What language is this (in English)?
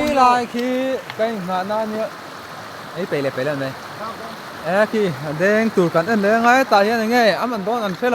Mizo